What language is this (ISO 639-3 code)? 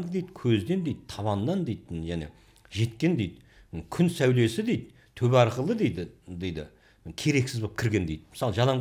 kaz